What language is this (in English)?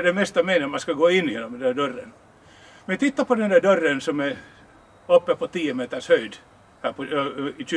Swedish